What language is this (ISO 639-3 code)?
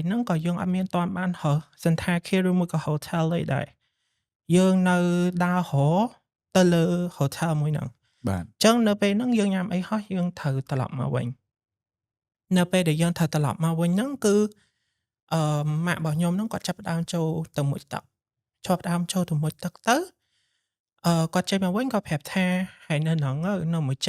khm